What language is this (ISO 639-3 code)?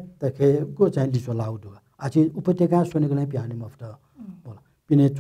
new